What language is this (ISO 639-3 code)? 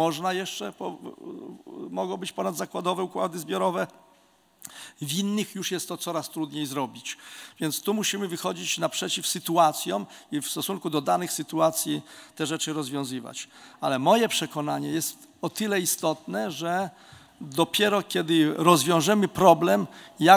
pol